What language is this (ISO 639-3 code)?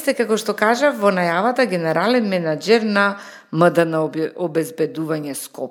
mkd